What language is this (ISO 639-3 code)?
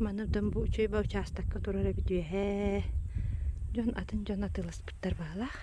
sah